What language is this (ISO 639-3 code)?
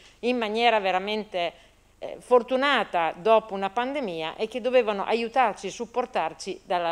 ita